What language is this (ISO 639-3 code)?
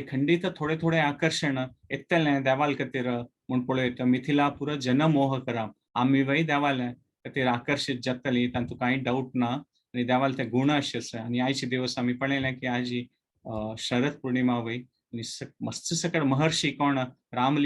kok